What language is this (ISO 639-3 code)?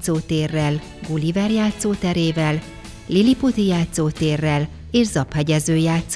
hun